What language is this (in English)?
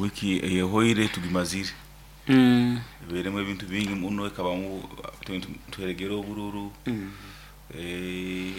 Nyoro